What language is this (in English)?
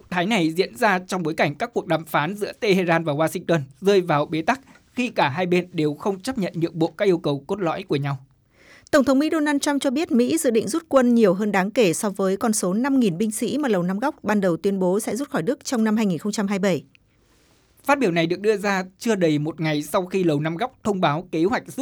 Vietnamese